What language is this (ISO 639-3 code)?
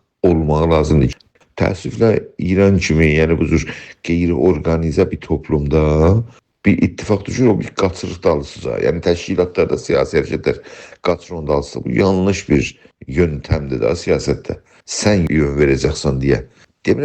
azb